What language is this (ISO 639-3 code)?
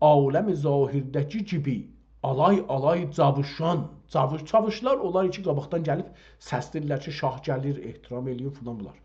azb